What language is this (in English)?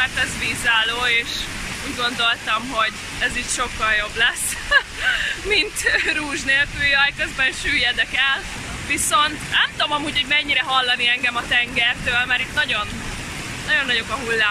Hungarian